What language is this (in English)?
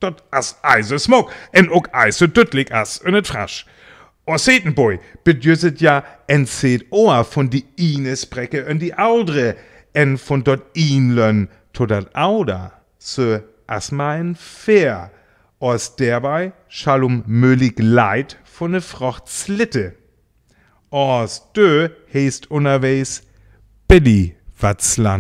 Northern Frisian